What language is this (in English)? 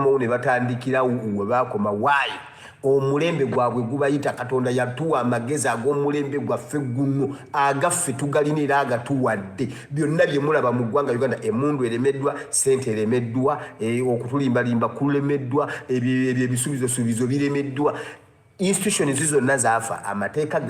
Ganda